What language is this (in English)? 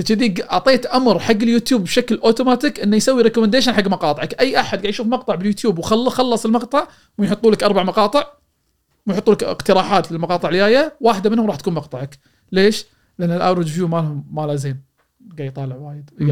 Gulf Arabic